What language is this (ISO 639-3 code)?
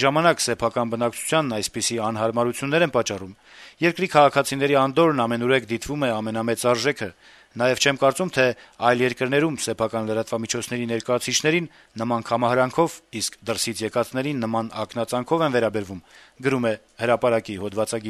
hye